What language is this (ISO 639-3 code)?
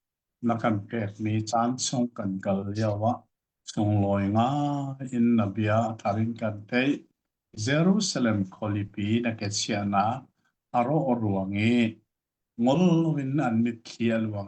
cnh